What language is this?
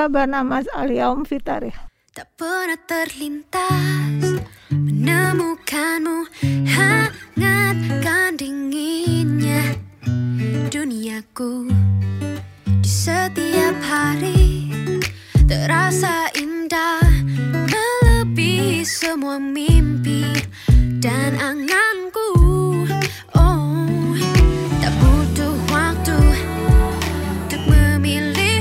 Indonesian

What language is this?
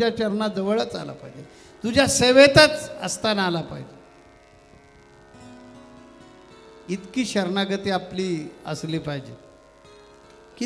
Marathi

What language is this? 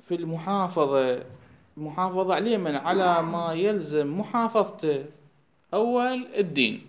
Mesopotamian Arabic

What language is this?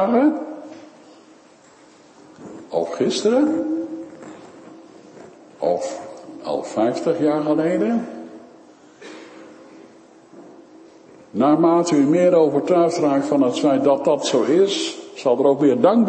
Dutch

